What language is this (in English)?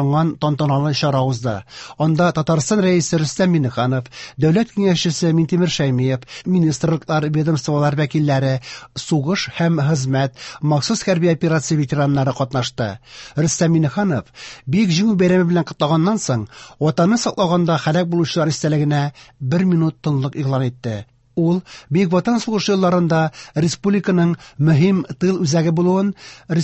Tatar